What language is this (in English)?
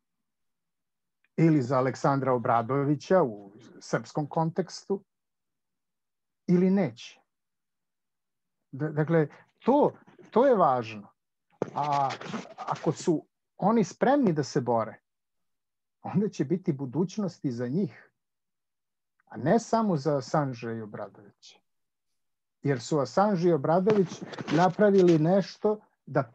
Serbian